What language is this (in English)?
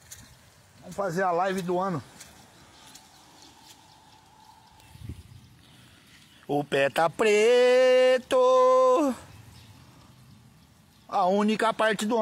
Portuguese